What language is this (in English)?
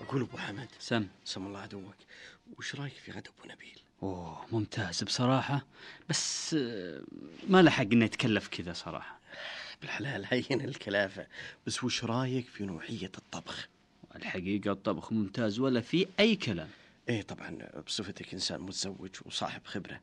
Najdi Arabic